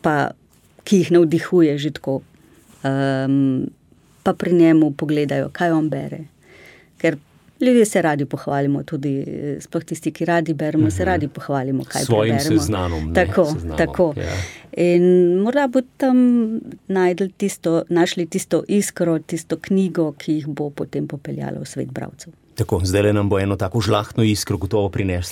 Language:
Slovenian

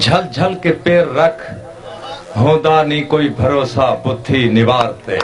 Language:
Saraiki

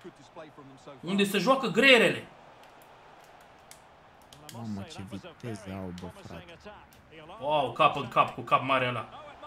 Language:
Romanian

